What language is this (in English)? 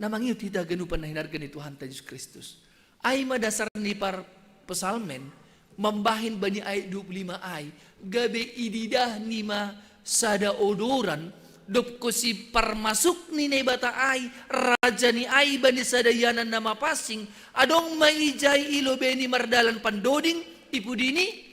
Batak Simalungun